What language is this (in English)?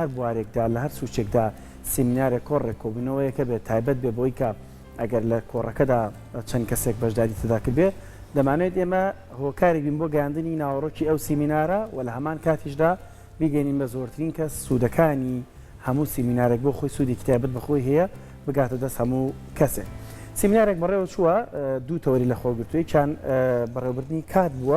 Central Kurdish